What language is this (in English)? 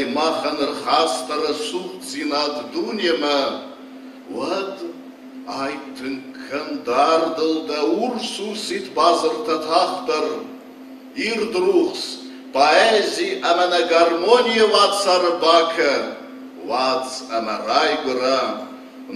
Ossetic